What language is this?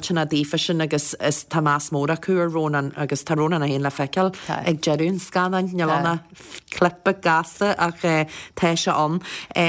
Irish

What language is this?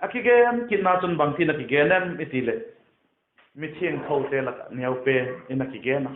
Vaiphei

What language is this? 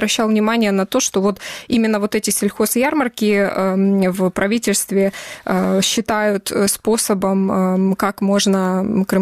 Russian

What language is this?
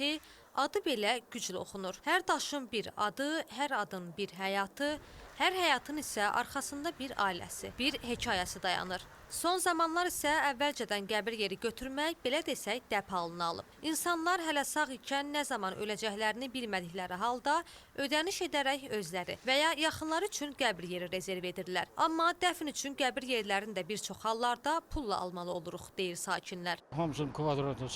Azerbaijani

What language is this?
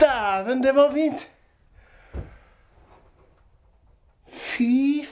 Norwegian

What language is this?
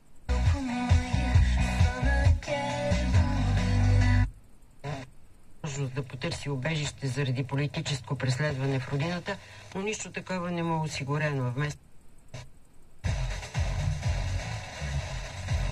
Bulgarian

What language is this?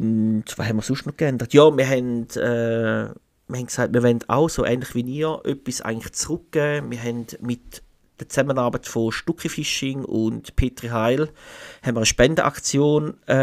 Swiss German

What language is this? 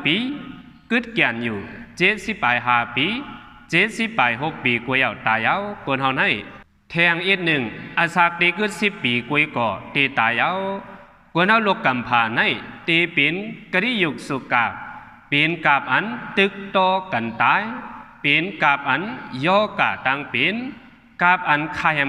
Shan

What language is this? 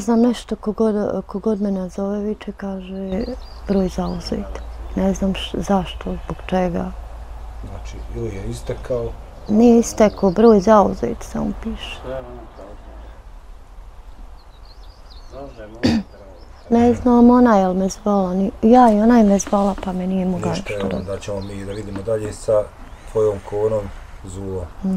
Bosnian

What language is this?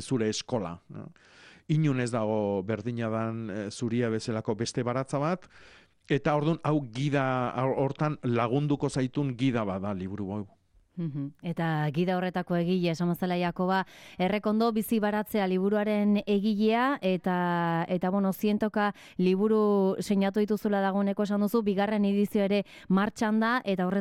Basque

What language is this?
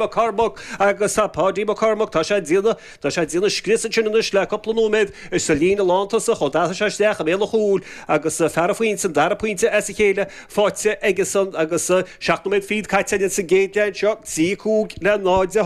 Irish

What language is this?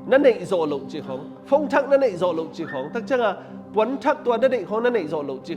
Tedim Chin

